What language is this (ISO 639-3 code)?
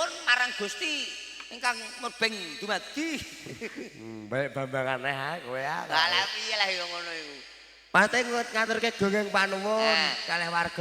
jav